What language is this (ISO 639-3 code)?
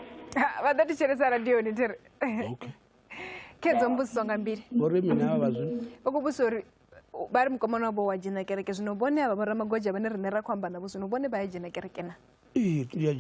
ven